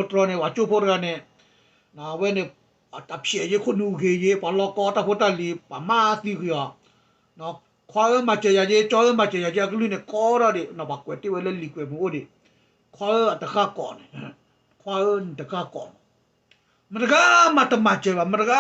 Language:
S'gaw Karen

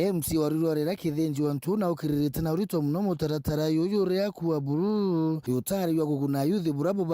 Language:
Meru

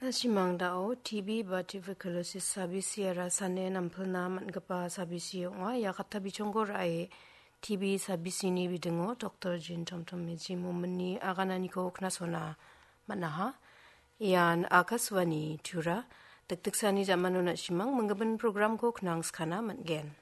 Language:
Garo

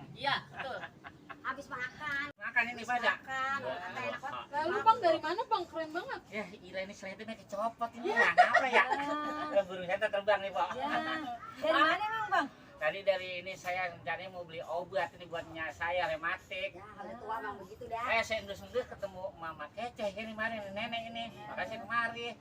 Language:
Betawi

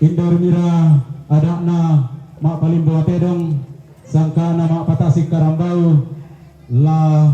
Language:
Toraja-Sa'dan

